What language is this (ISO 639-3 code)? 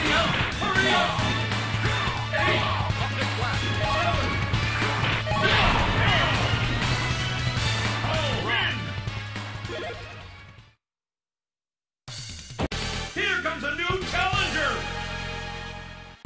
eng